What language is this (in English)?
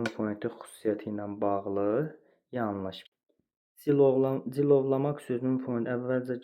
Azerbaijani